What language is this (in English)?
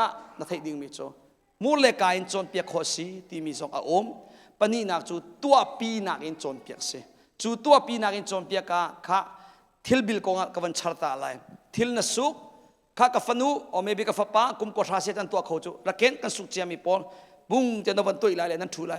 Hakha Chin